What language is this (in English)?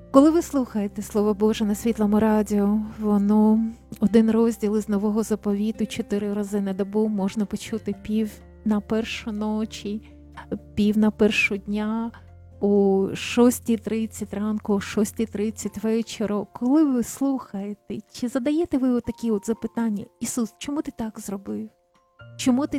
Ukrainian